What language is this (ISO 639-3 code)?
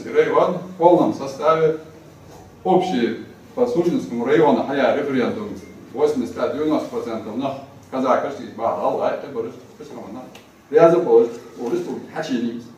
inh